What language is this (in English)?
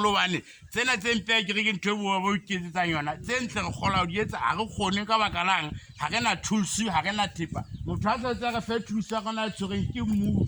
Southern Sotho